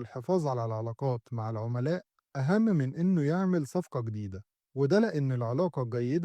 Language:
Egyptian Arabic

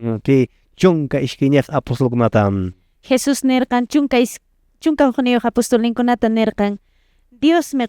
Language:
Quechua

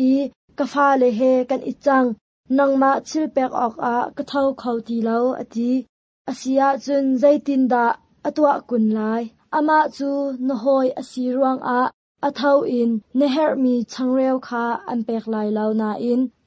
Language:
Hakha Chin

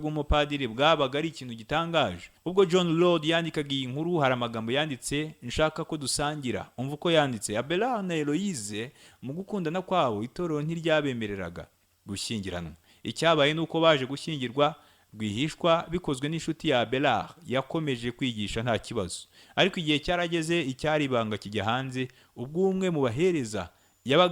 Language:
Kinyarwanda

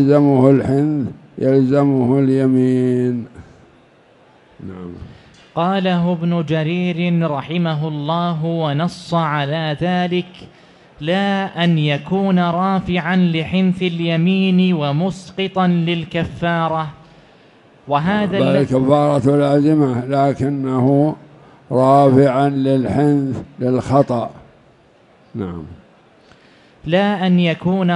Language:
Arabic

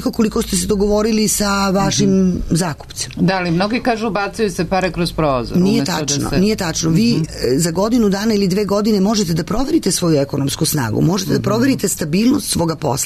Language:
Serbian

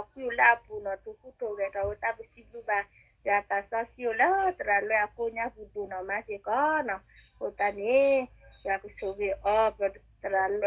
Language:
S'gaw Karen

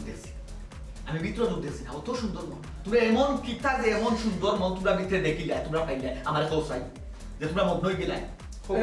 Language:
Sylheti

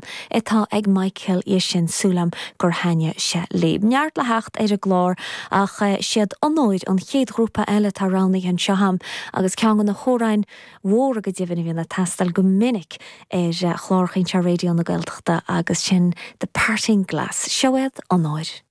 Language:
Irish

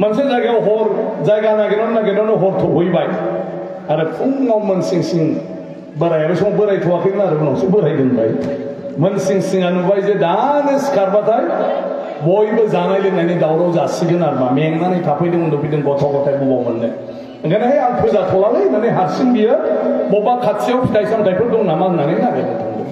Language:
Bodo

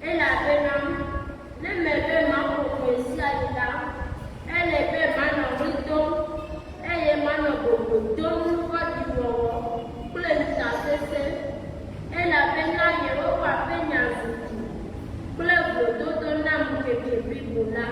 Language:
Ewe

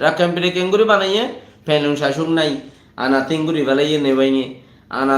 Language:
Rohingya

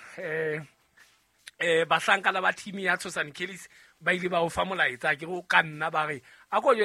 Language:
Southern Sotho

